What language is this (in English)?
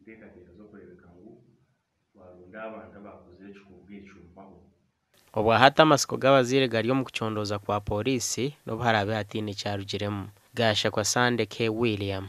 Nyankole